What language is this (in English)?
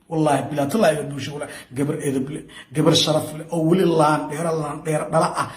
Somali